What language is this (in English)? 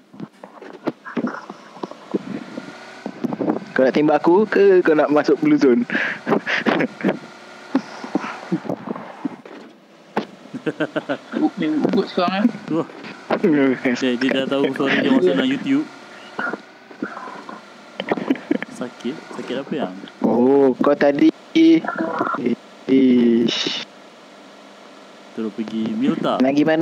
Malay